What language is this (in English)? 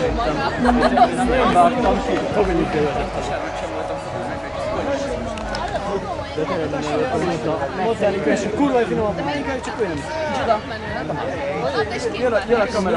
Hungarian